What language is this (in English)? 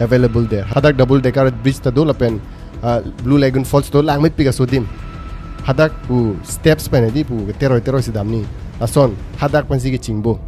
Karbi